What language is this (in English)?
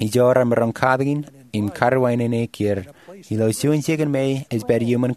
Marshallese